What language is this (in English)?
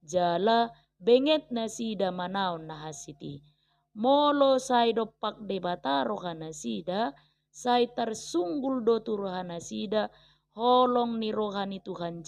Batak Toba